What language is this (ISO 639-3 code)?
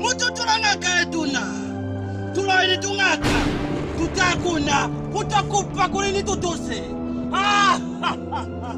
loz